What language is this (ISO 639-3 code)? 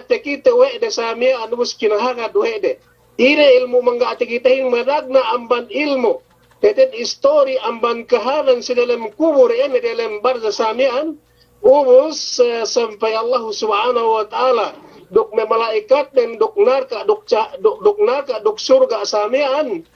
yka